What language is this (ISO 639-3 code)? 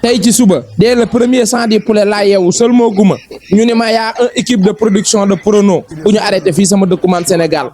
wol